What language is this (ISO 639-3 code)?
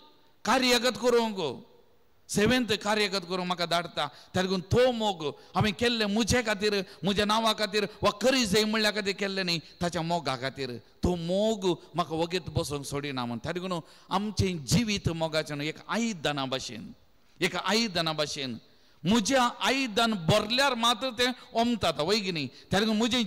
kok